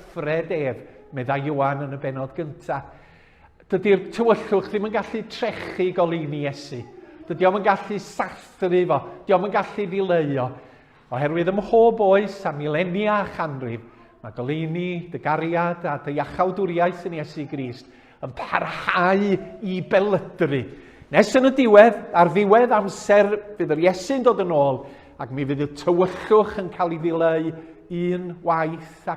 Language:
Welsh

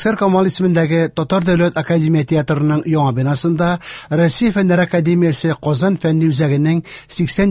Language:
Tatar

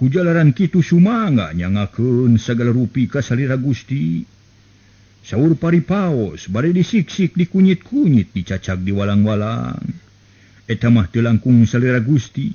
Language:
Sundanese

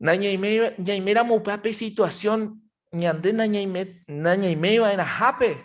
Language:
Guarani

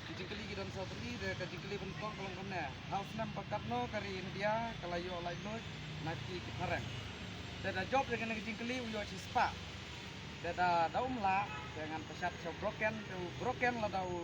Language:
Khasi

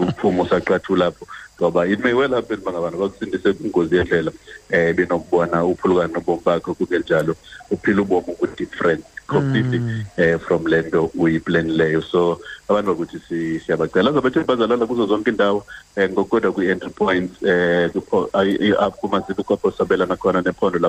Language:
Xhosa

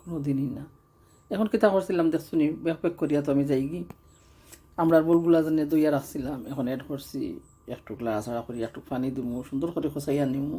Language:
Sylheti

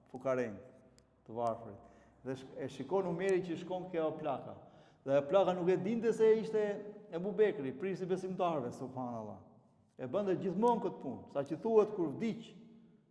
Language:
Albanian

